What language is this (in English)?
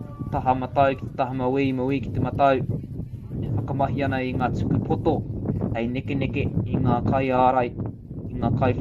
Māori